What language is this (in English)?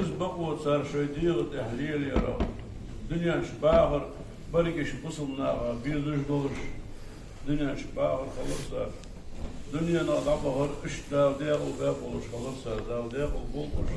Ingush